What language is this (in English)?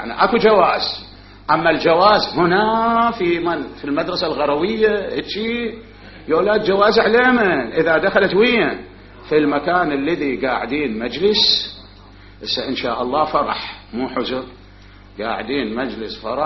Mesopotamian Arabic